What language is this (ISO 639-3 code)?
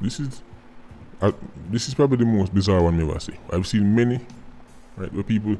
jam